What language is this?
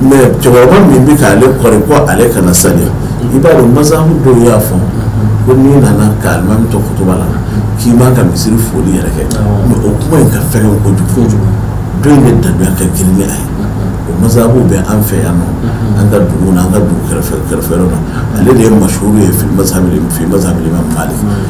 Bambara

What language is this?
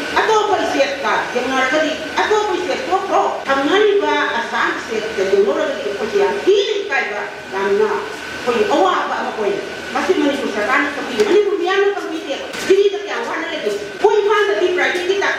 Manipuri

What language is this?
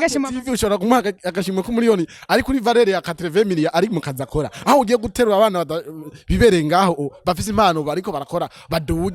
Rundi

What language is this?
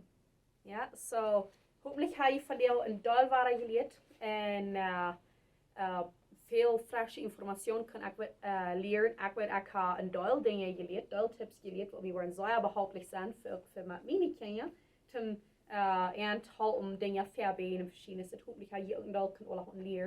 Plautdietsch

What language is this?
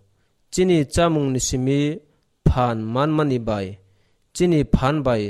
Kok Borok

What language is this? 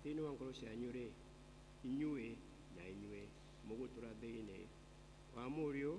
Kikuyu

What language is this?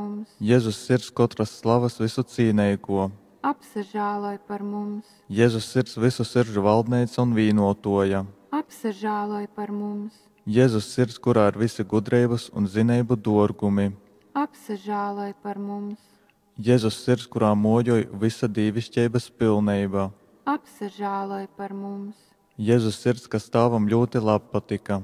Latgalian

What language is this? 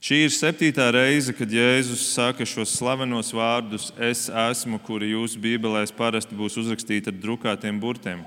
Latvian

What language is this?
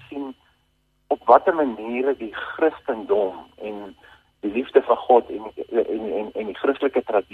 Afrikaans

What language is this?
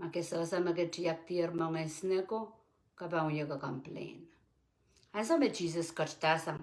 Pohnpeian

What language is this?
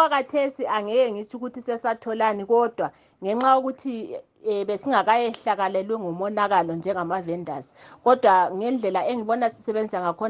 North Ndebele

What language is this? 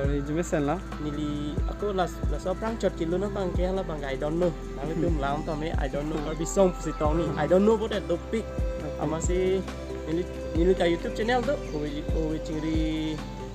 Karbi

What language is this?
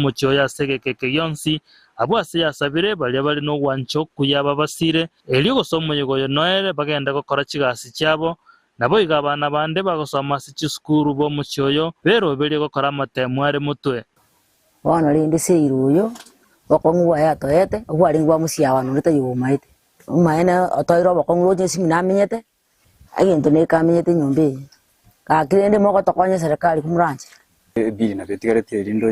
Gusii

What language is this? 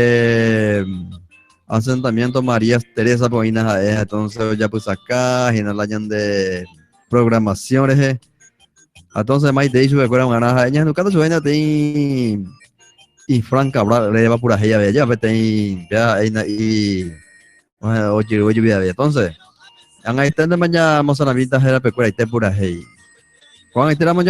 Guarani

